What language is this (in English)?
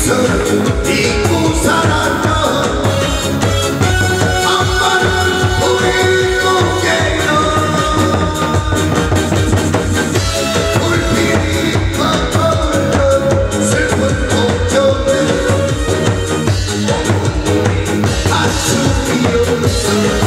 Korean